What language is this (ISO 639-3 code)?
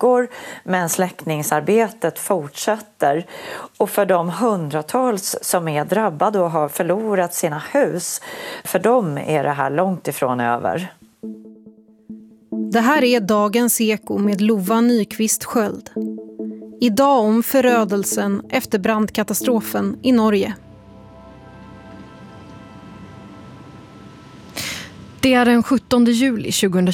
swe